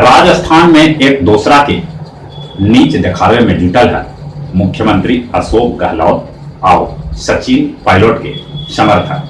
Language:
Magahi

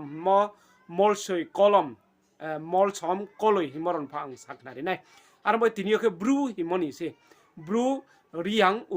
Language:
Riang (India)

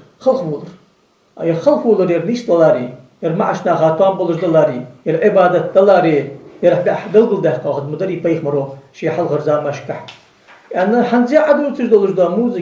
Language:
Ingush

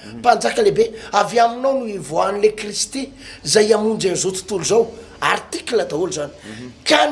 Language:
Malagasy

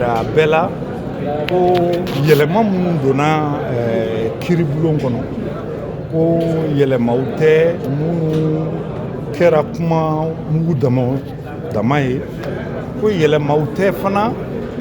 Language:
Bambara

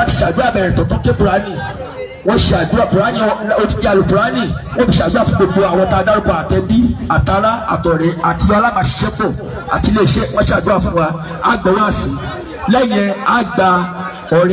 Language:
Yoruba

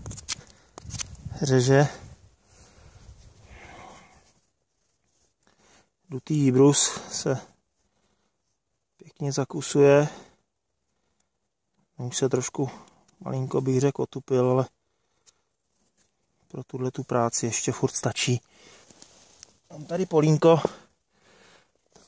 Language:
Czech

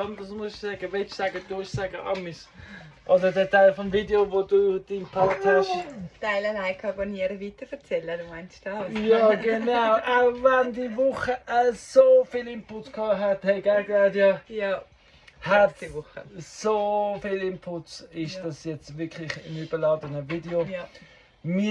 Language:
Swiss German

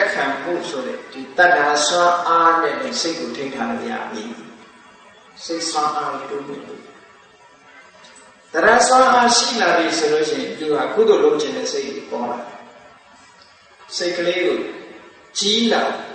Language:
Burmese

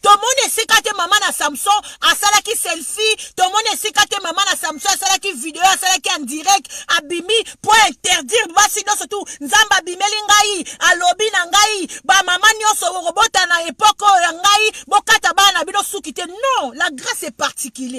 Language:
Lingala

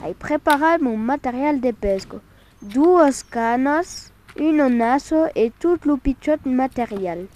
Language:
Occitan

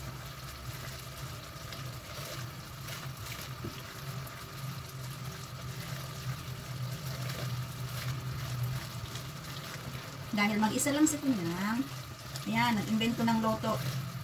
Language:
Filipino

